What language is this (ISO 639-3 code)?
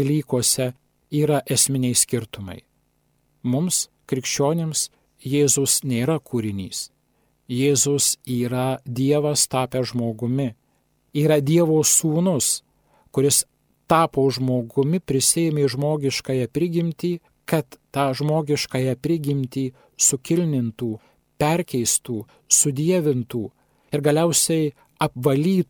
lit